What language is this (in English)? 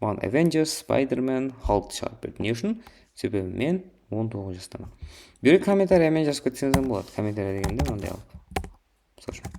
Kara-Kalpak